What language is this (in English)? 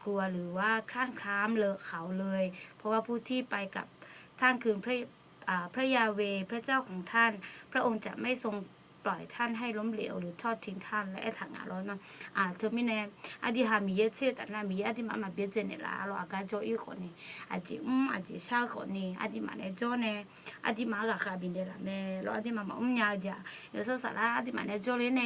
Akha